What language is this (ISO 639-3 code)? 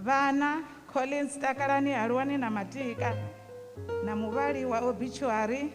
ven